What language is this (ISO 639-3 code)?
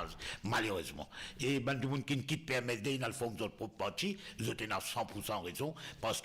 mfe